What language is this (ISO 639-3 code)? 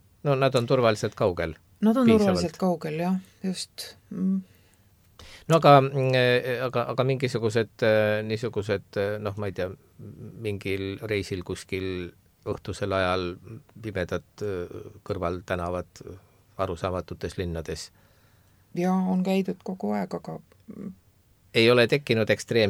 est